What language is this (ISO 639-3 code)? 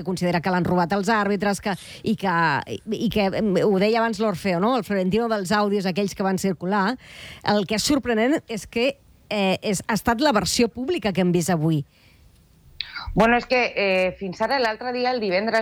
cat